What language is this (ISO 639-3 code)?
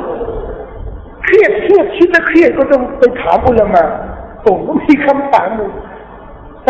tha